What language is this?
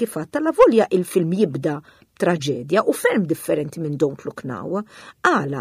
Maltese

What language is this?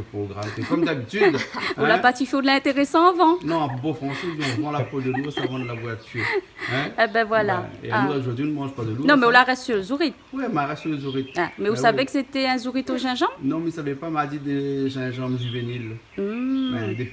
Réunion Creole French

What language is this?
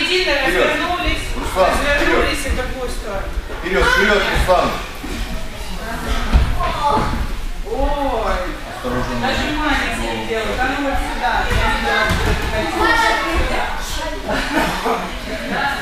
Russian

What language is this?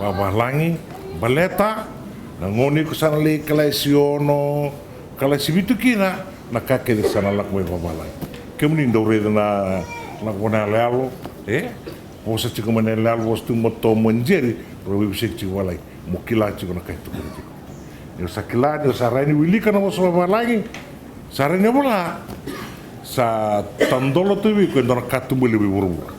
Fijian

